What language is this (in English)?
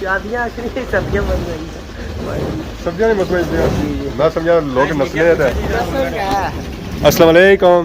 Pahari-Potwari